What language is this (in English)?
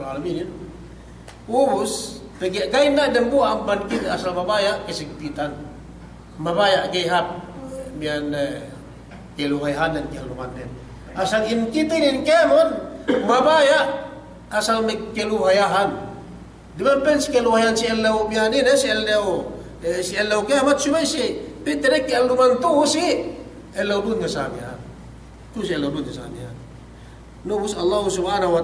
Yakan